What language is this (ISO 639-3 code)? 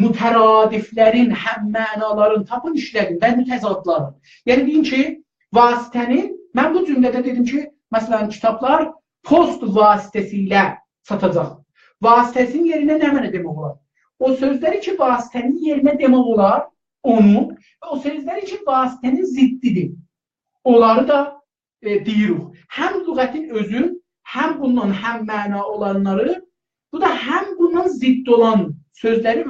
azb